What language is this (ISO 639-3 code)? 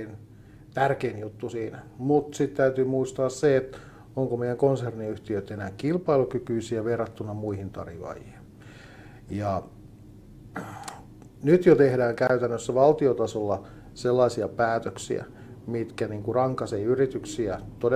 fin